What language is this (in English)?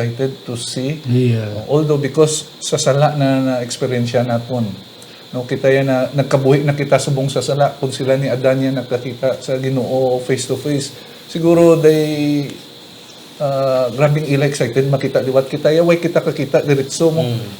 Hiligaynon